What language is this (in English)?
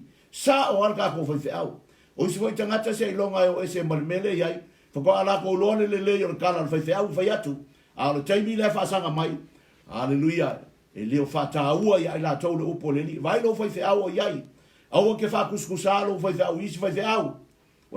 Samoan